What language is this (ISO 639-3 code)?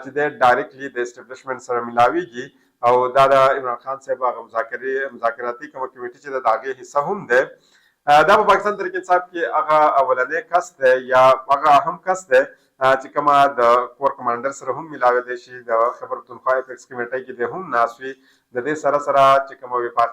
pus